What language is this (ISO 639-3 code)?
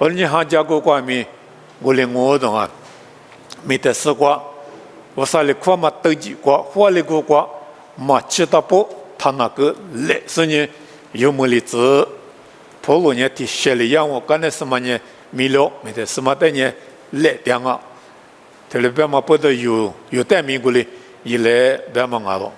lis